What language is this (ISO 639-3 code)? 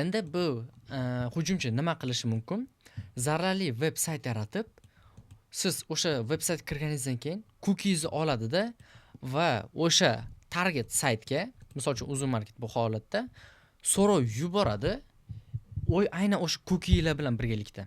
uzb